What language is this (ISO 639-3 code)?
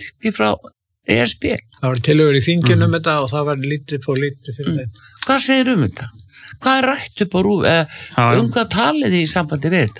isl